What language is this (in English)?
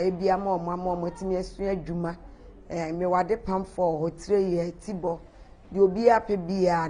Akan